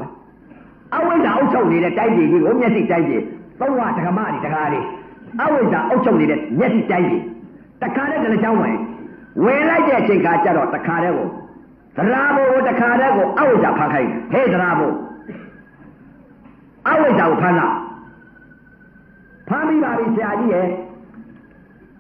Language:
Burmese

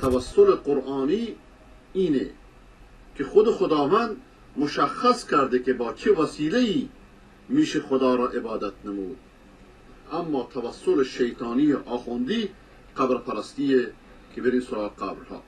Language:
Persian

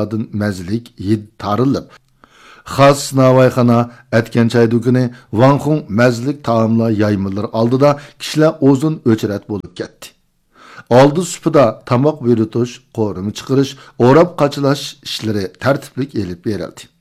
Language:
Uyghur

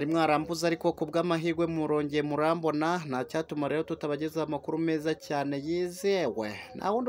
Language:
Kinyarwanda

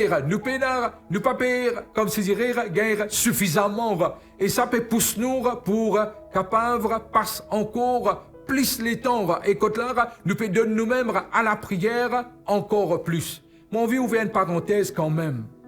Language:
Morisyen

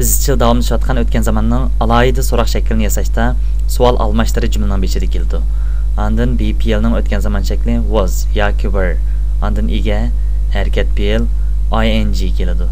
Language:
Uyghur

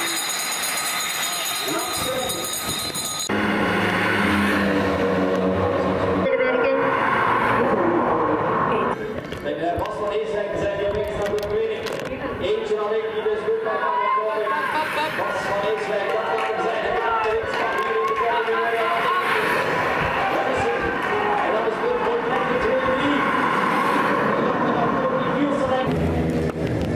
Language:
Dutch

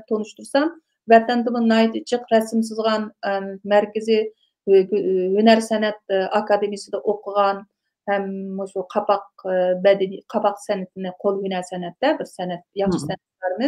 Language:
Uyghur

